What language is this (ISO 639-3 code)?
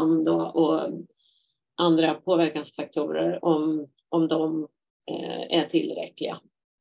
swe